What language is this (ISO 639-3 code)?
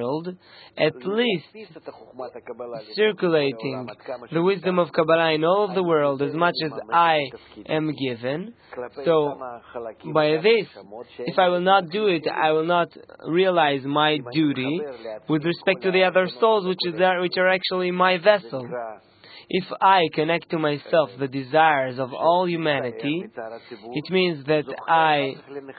eng